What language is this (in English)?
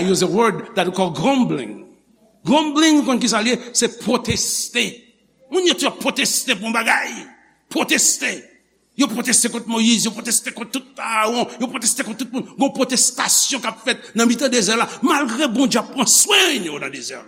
Haitian Creole